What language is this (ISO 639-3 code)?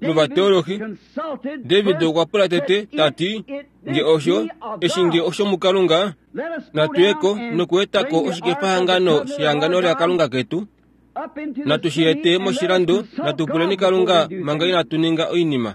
kua